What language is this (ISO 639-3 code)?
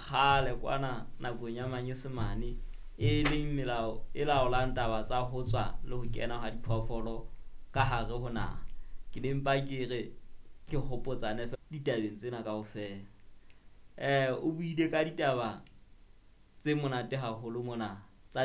sot